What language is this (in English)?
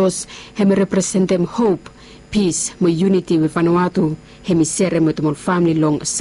Bislama